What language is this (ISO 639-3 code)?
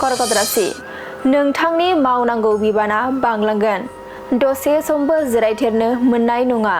brx